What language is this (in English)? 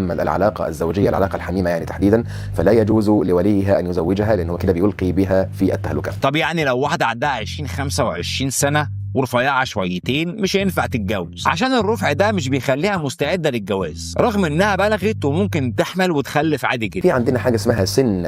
Egyptian Arabic